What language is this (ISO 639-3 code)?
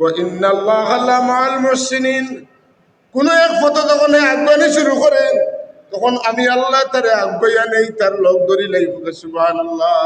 syl